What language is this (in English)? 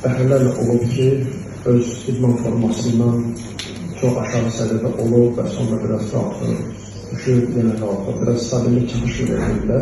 Azerbaijani